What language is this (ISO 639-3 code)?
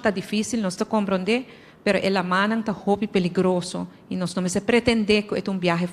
pap